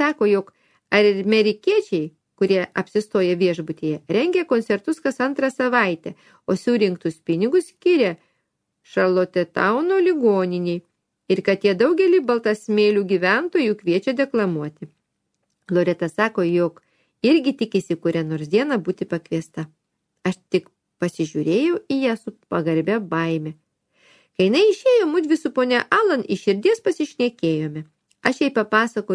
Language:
Lithuanian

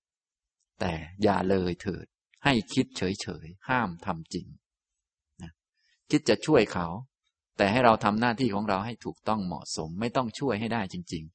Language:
Thai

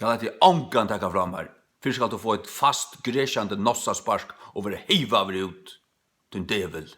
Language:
Faroese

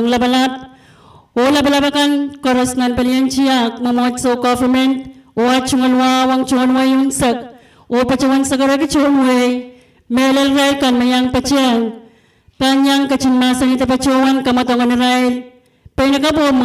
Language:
Pohnpeian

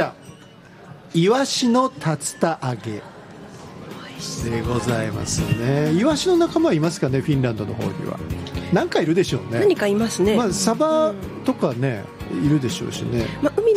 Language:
Japanese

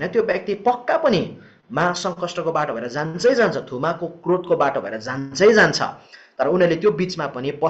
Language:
Nepali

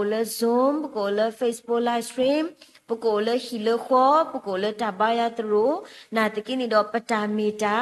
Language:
S'gaw Karen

